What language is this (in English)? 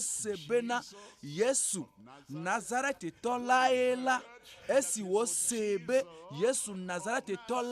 Ewe